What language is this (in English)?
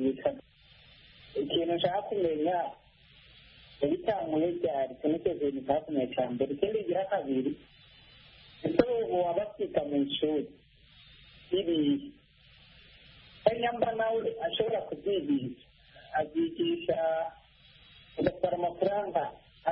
Kinyarwanda